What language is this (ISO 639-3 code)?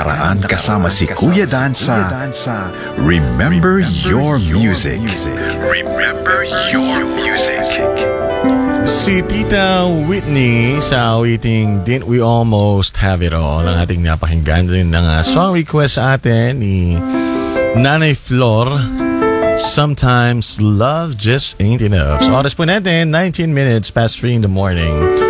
fil